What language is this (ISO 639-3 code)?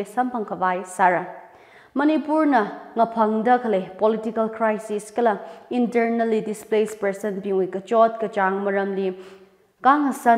nmf